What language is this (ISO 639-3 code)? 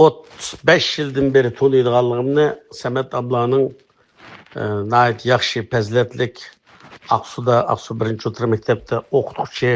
uig